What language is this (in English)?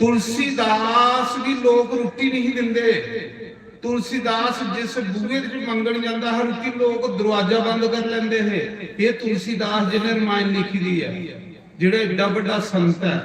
Dogri